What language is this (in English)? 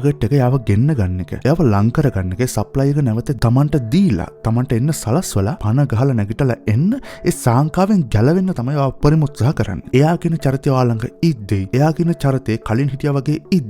Sinhala